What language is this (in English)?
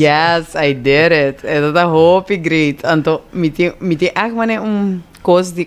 Papiamento